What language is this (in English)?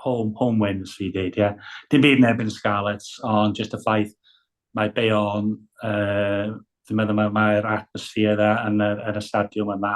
Welsh